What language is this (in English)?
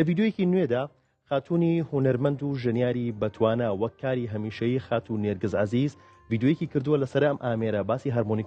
Central Kurdish